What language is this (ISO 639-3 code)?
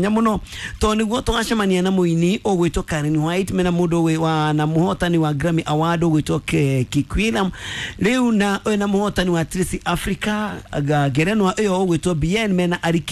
kik